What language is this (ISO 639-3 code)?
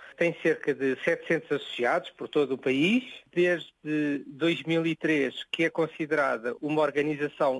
por